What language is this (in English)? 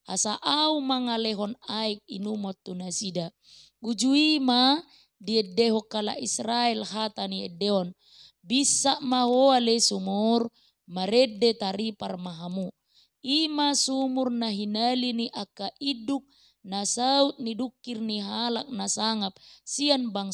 Batak Toba